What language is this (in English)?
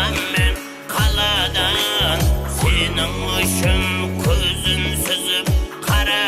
Kara-Kalpak